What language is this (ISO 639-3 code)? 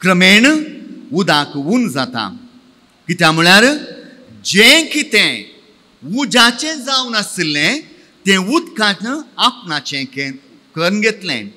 kok